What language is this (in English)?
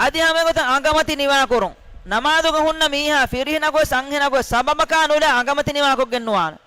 Divehi